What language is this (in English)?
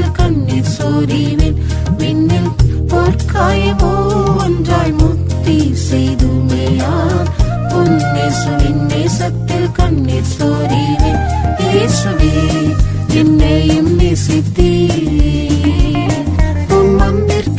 Tamil